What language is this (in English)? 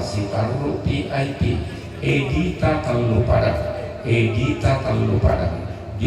Toraja-Sa'dan